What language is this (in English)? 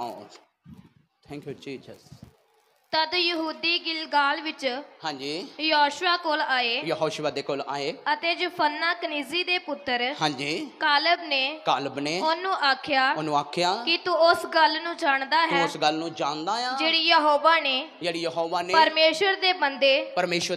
Punjabi